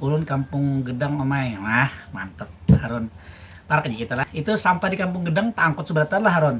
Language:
Banjar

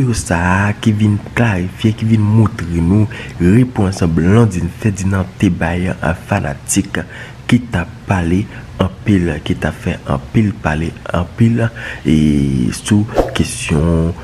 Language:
Haitian Creole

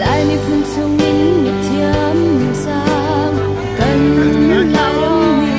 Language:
Hakha Chin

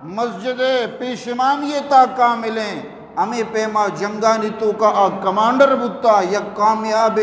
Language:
Eastern Balochi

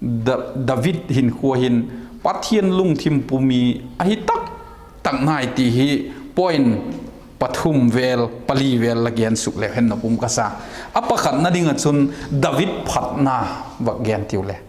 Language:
Vaiphei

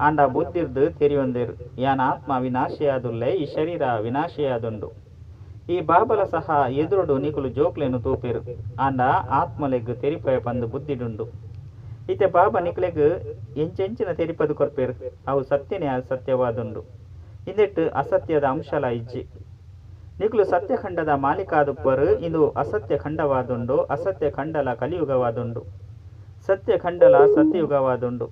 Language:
Tulu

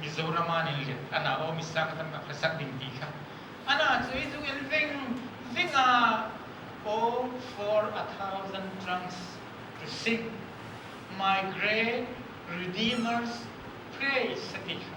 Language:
Hmar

